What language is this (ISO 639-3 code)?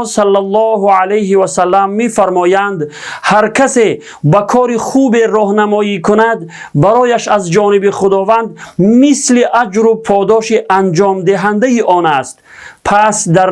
tgk